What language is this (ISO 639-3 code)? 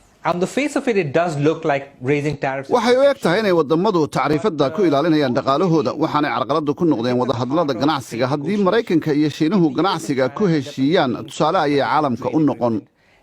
som